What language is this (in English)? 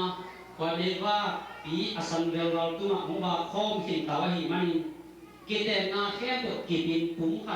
Tedim Chin